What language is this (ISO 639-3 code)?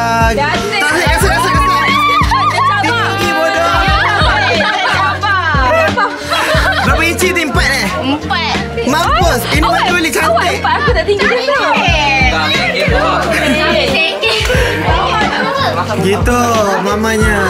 msa